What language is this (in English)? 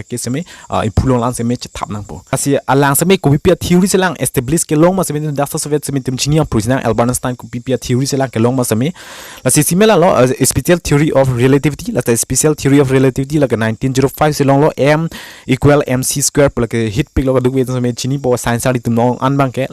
Karbi